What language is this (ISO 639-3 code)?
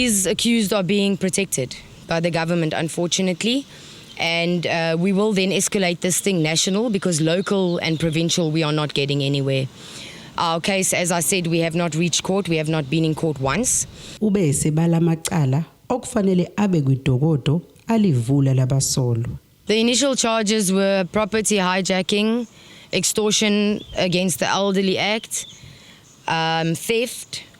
zul